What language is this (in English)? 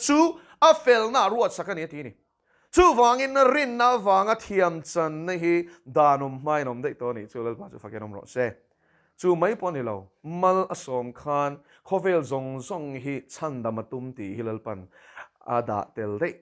Mizo